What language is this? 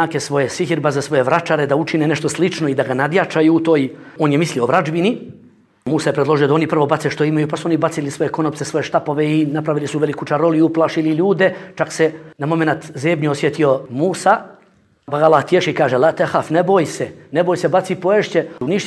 Bosnian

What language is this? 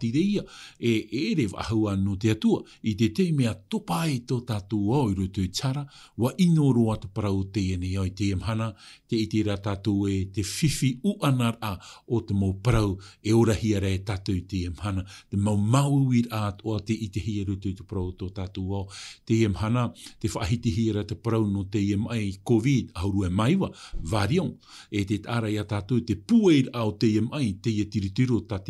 Tahitian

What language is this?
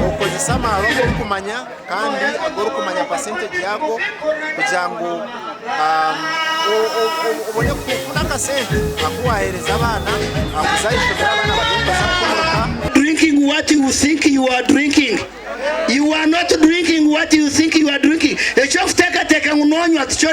Nyankole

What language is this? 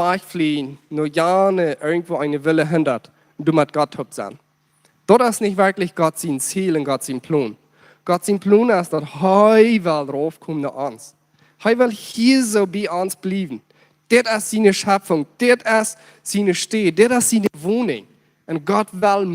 Plautdietsch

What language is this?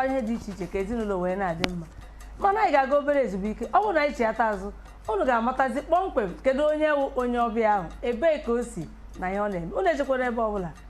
Igbo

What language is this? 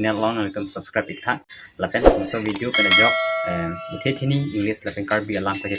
Karbi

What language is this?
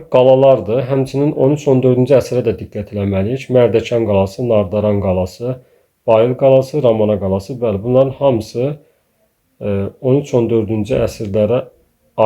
Azerbaijani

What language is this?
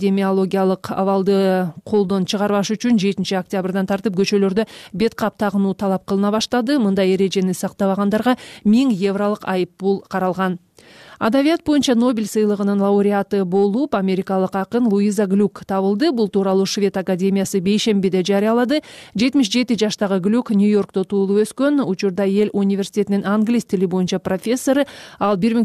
Kyrgyz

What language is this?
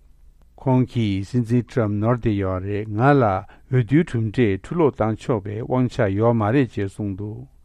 Tibetan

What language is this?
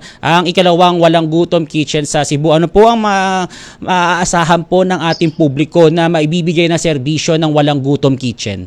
Filipino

